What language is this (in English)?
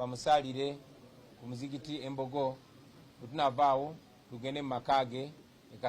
Ganda